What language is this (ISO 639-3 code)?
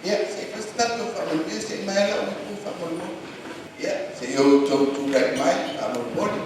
smo